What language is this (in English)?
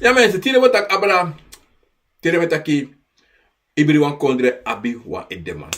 Sranan Tongo